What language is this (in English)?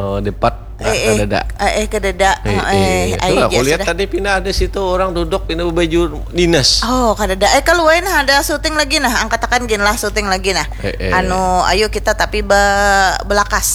Banjar